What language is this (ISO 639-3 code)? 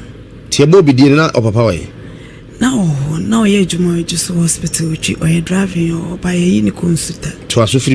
aka